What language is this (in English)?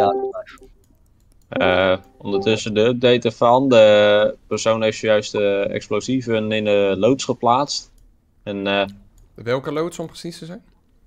Dutch